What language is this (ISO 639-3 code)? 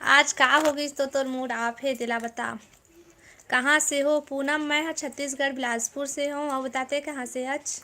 hne